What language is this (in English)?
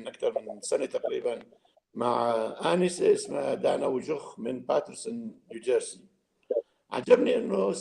North Levantine Arabic